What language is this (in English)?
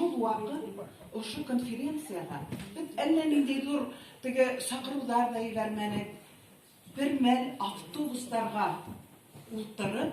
Bashkir